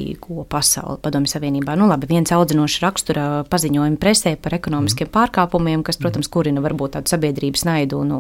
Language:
Latvian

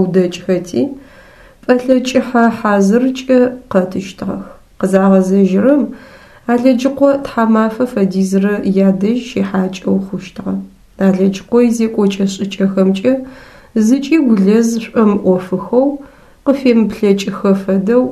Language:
Adyghe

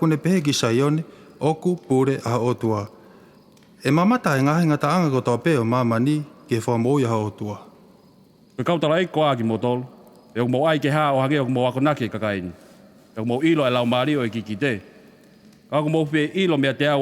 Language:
Tongan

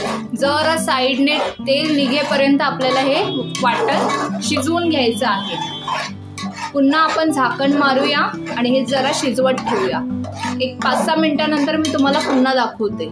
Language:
Marathi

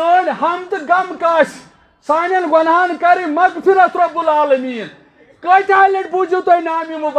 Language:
Kashmiri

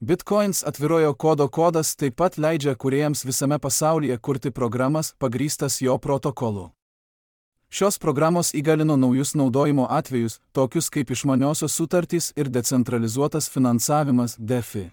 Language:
Lithuanian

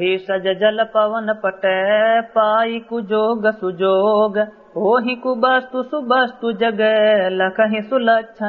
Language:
Awadhi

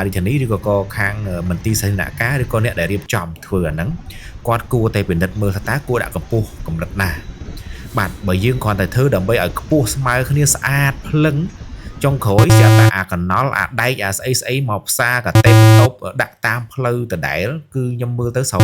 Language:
Khmer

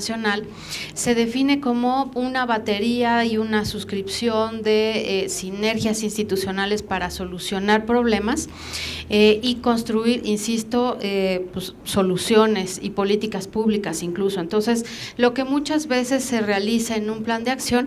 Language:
Spanish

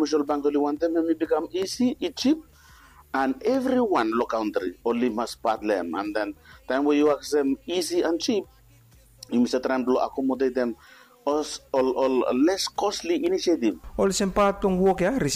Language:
Bislama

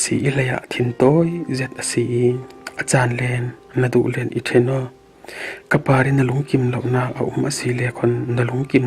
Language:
Falam Chin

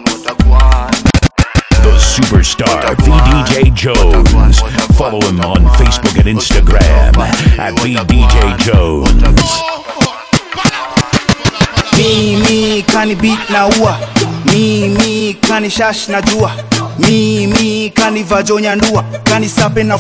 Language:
Swahili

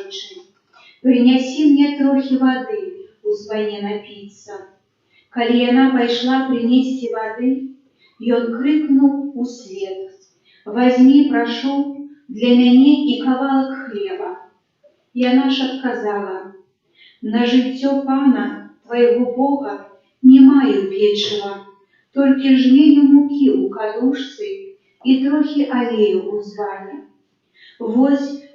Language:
Belarusian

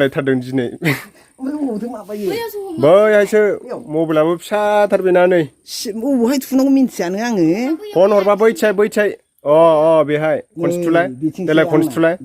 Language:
Bodo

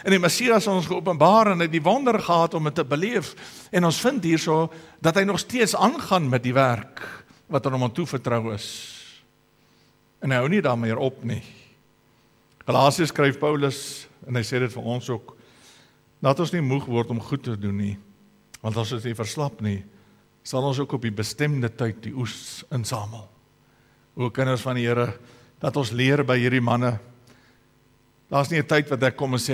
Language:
Afrikaans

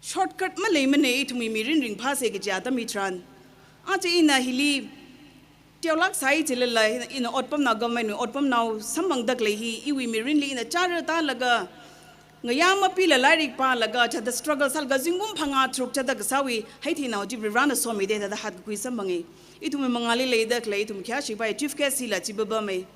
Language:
Tangkhul Naga (India)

